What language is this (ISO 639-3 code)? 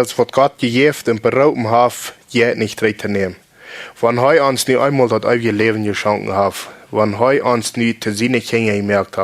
pdt